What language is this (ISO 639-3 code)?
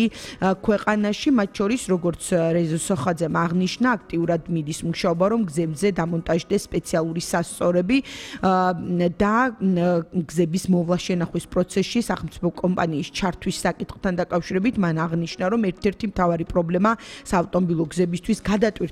kat